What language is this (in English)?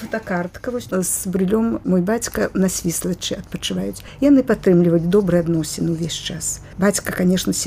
Belarusian